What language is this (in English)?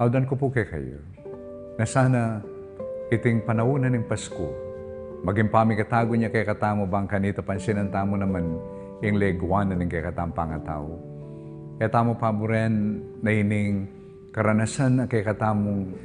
Pampanga